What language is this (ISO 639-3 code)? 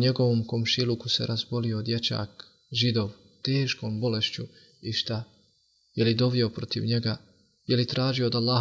bos